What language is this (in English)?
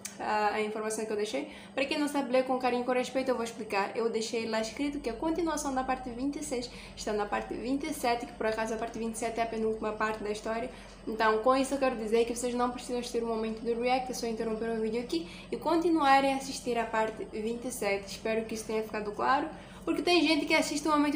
Portuguese